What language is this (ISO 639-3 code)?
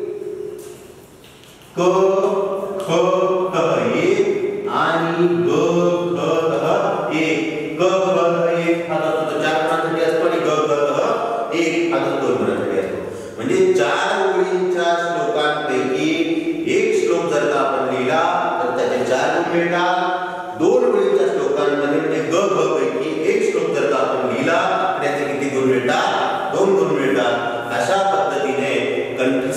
mar